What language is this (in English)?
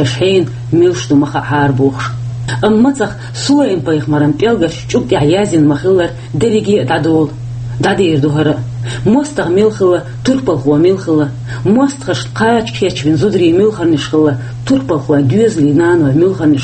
Chechen